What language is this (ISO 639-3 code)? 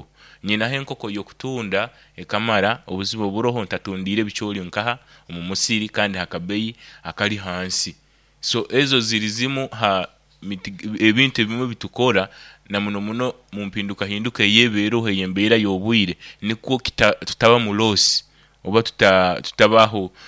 nyo